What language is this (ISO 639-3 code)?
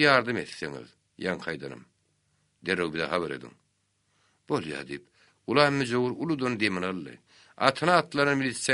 tuk